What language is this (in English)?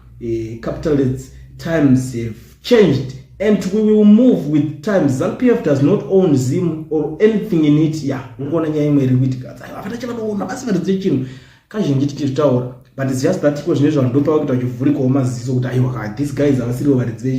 Shona